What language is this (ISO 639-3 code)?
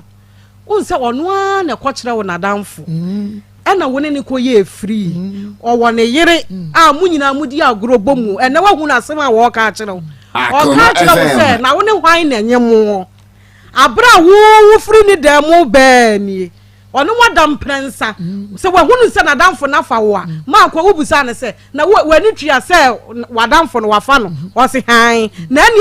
aka